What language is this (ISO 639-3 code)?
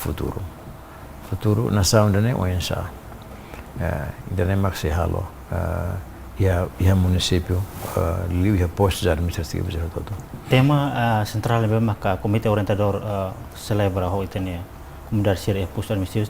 tet